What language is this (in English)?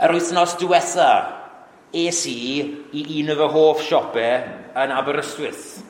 Welsh